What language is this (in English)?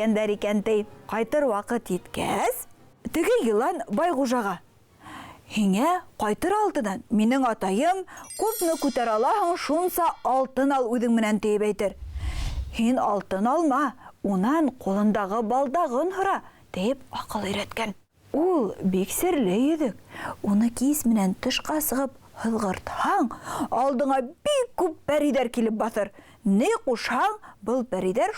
Bashkir